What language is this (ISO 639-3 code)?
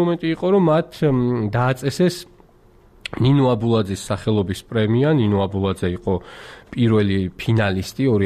kat